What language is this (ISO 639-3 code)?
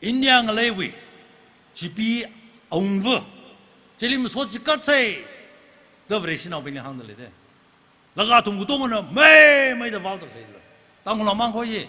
nmf